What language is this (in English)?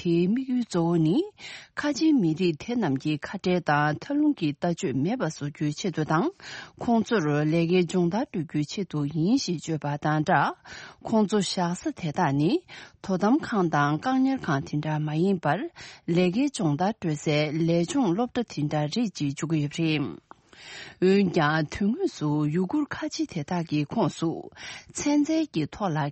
Tibetan